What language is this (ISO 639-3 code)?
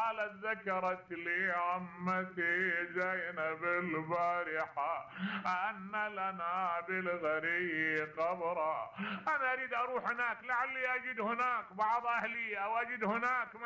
acm